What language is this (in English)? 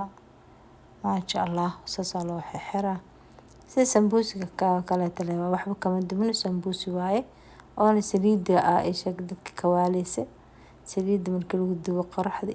Somali